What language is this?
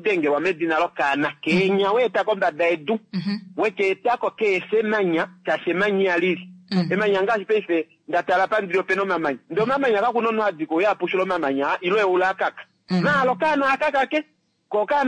Kuanyama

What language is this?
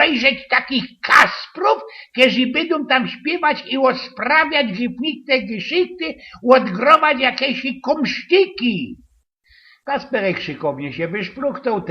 Silesian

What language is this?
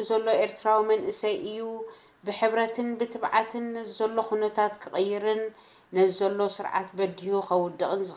Tigrinya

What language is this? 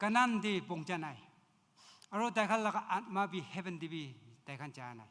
Naga Pidgin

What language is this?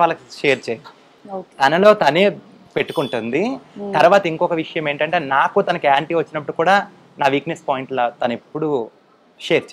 Telugu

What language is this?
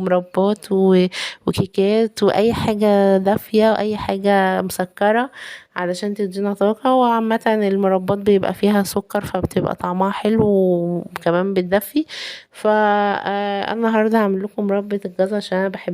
Egyptian Arabic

